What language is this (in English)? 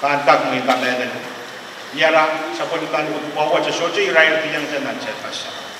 Pohnpeian